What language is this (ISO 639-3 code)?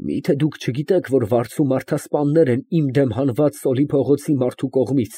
hye